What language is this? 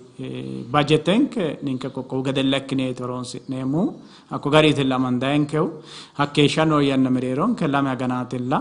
Sidamo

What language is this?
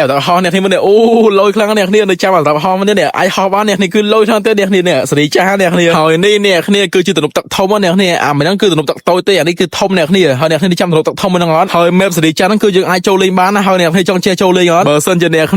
Khmer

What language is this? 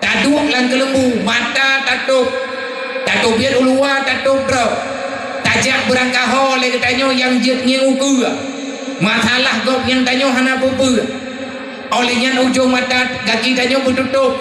Achinese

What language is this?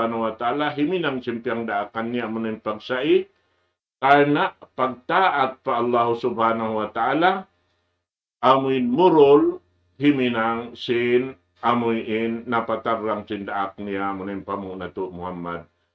Tausug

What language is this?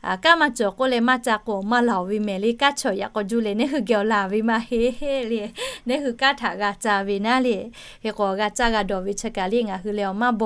Lahu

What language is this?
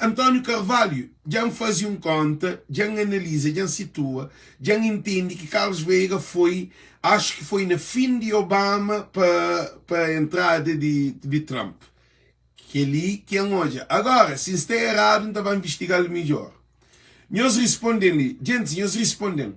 Kabuverdianu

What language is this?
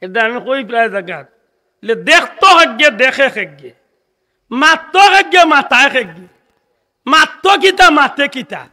Sylheti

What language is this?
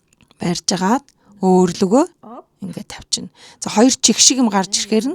Mongolian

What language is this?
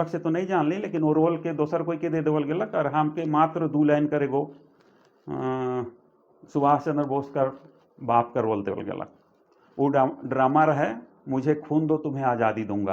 Sadri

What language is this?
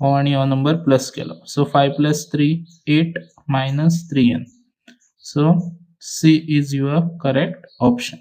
Konkani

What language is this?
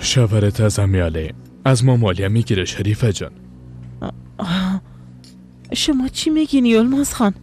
Persian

